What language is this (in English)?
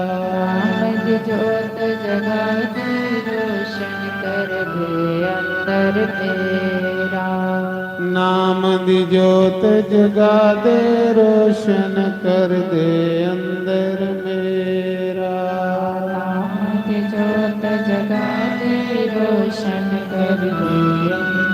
Dogri